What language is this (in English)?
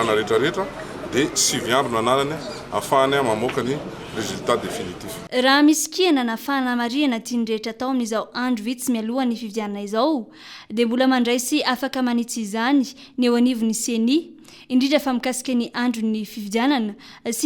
Malagasy